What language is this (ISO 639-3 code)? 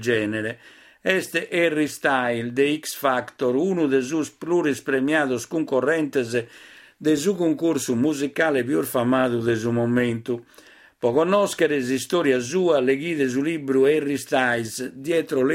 srd